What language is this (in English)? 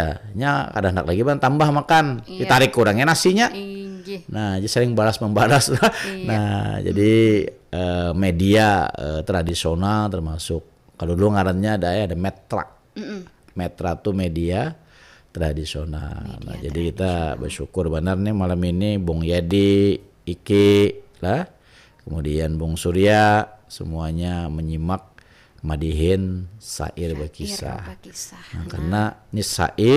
Banjar